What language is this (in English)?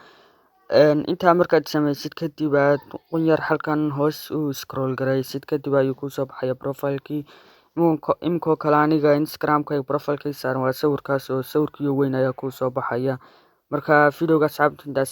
Somali